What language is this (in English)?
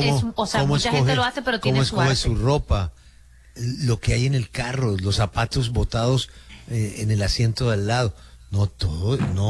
Spanish